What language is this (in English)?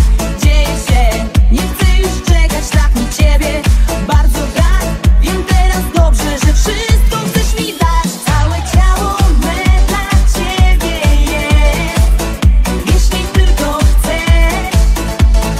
Polish